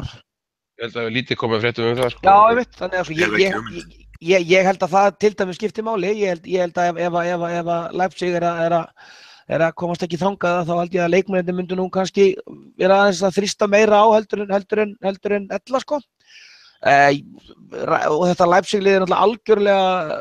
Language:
Icelandic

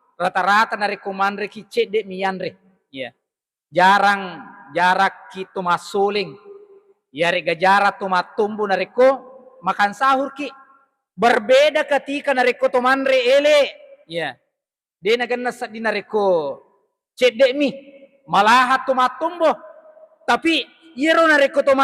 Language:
Buginese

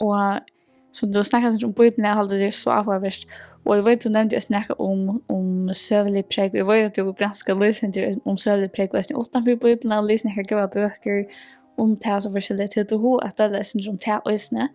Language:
Faroese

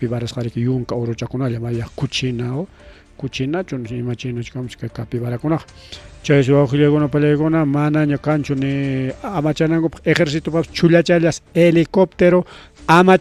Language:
Ayacucho Quechua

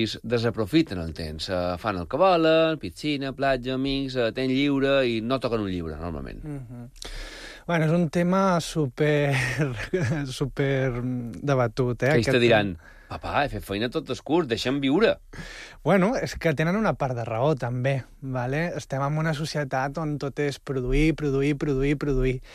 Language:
Catalan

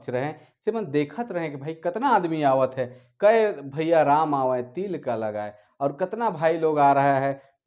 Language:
Sadri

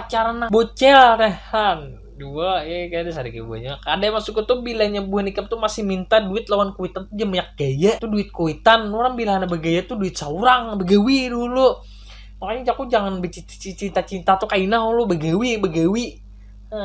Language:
Banjar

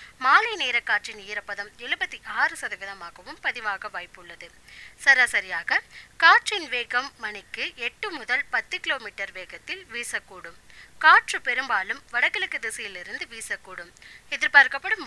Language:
Tamil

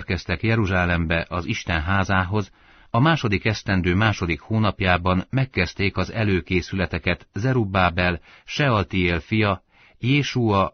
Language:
Hungarian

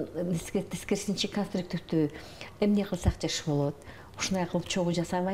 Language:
Kyrgyz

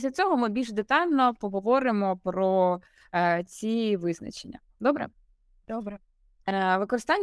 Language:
Ukrainian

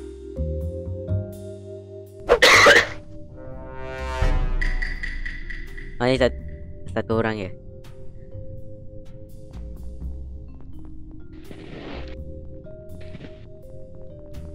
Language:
Malay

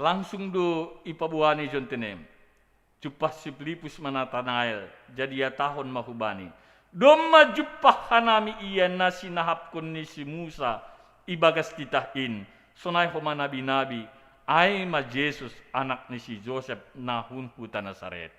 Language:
Batak Simalungun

